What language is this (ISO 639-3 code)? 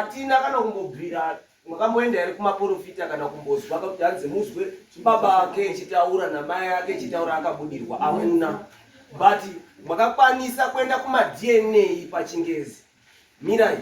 sna